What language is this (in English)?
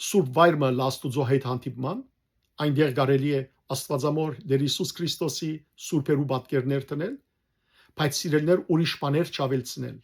Western Armenian